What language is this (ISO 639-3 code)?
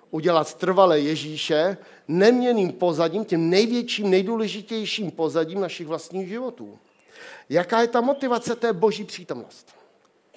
ces